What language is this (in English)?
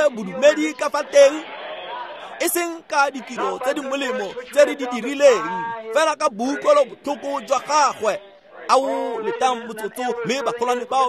Tswana